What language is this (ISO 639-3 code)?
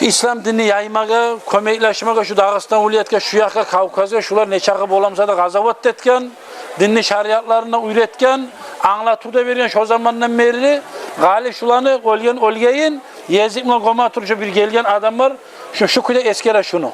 kum